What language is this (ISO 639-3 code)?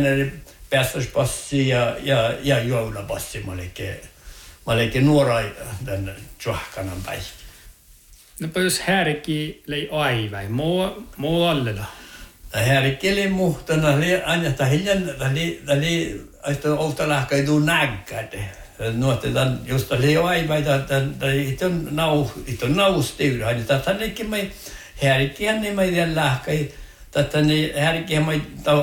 sme